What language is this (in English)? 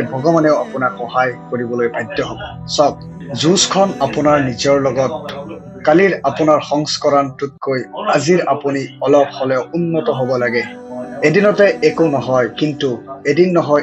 Assamese